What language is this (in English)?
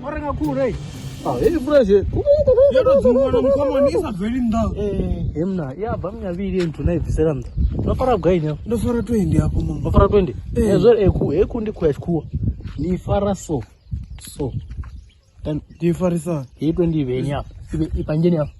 Venda